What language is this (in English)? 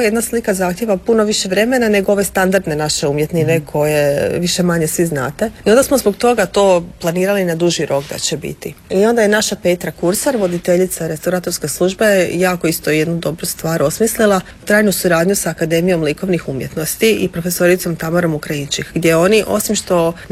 Croatian